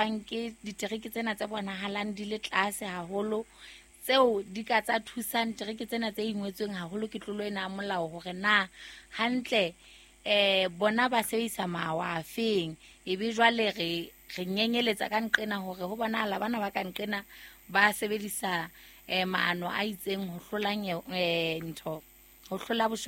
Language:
Southern Sotho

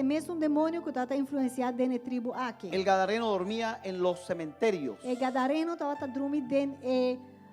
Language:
Papiamento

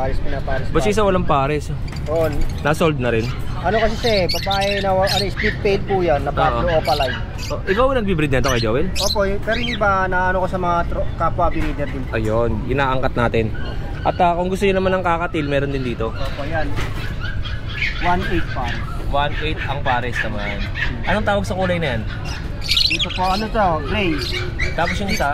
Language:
Filipino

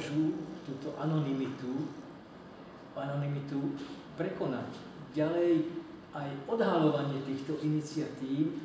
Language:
Slovak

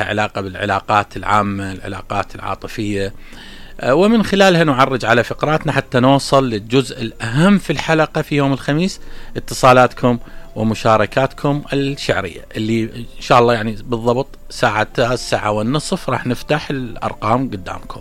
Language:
Mesopotamian Arabic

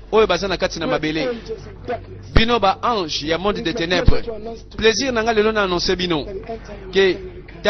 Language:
Lingala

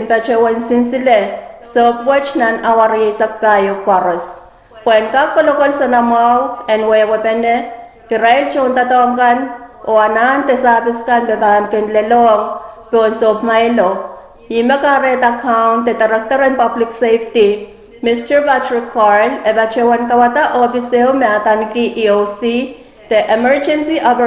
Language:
Pohnpeian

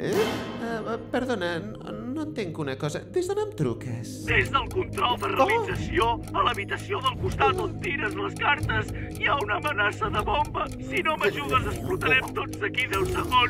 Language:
Catalan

